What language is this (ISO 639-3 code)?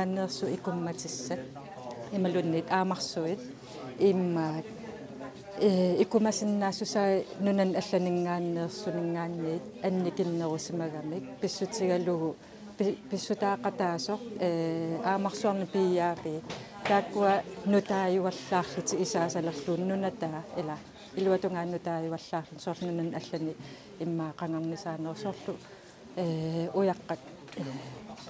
kal